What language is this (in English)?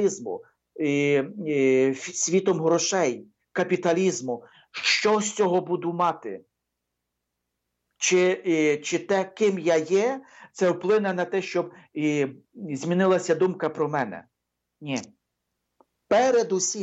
Ukrainian